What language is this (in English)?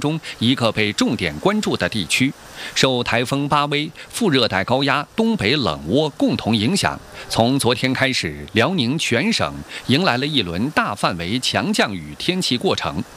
Chinese